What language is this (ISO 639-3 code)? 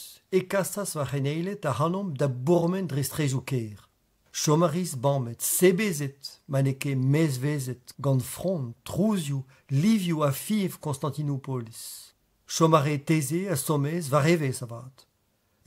bre